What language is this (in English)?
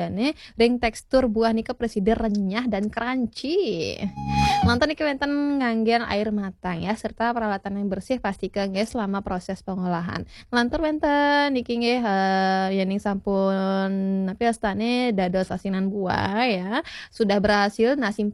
Balinese